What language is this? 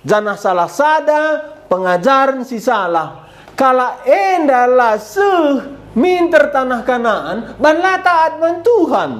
Batak Karo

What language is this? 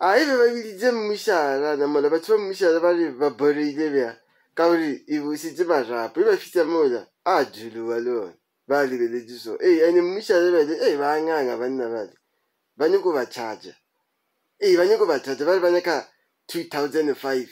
Northern Sotho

